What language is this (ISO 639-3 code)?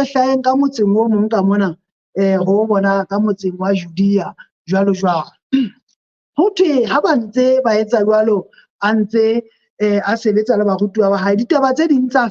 sot